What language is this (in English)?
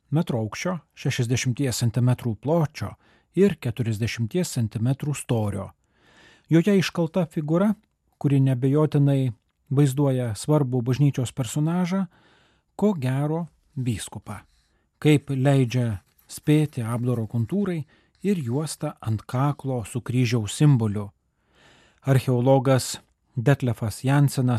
Lithuanian